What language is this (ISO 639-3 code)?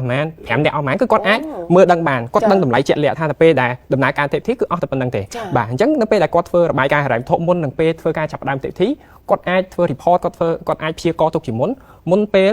khm